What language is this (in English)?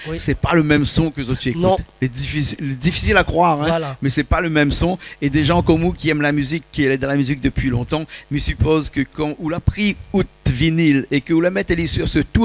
Réunion Creole French